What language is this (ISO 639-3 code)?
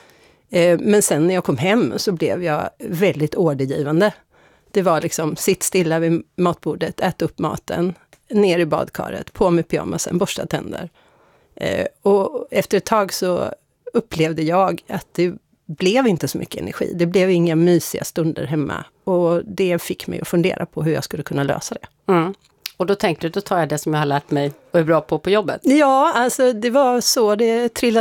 swe